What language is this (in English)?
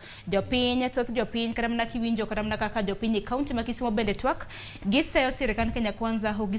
Luo (Kenya and Tanzania)